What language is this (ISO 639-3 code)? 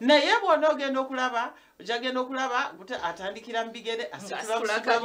nyn